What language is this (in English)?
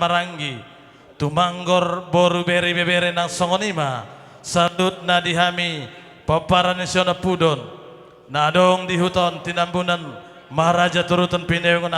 Batak Toba